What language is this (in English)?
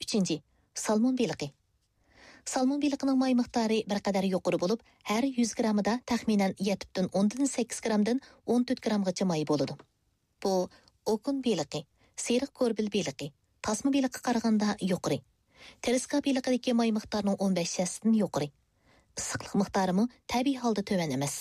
Uyghur